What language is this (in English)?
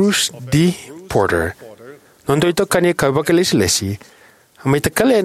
Fijian